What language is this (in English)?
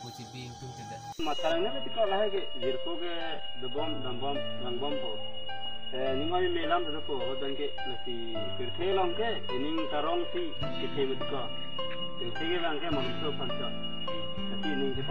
Karbi